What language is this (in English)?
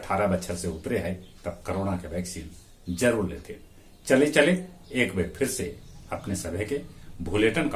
Magahi